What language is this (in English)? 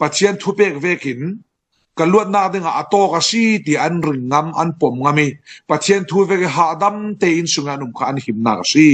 Falam Chin